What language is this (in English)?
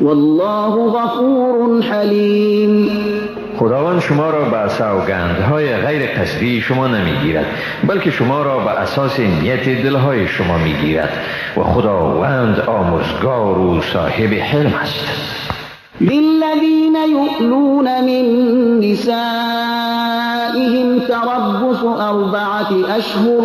Persian